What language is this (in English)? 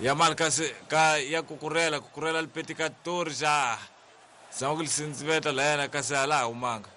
Tsonga